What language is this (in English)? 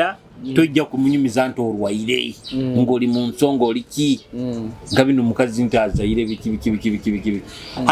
Nyoro